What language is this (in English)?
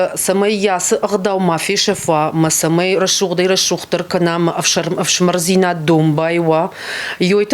Ossetic